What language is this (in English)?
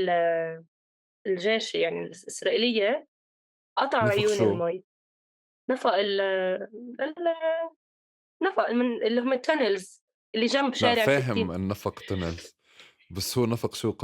North Levantine Arabic